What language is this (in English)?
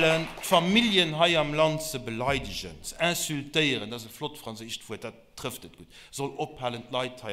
Luxembourgish